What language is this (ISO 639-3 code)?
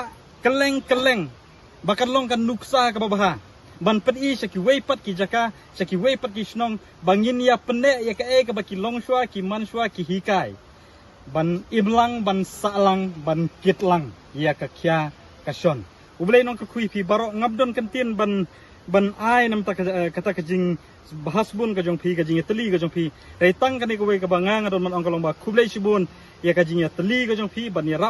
kha